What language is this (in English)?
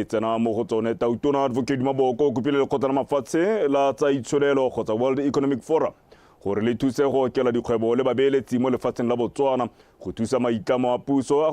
Tswana